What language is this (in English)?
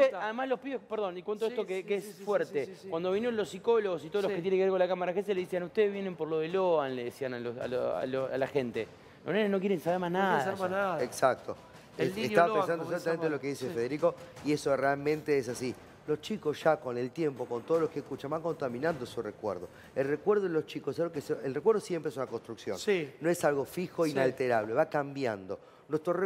Spanish